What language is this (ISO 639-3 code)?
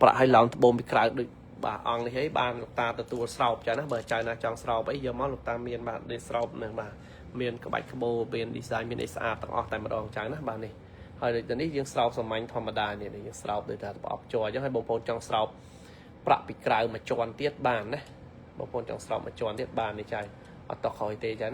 khm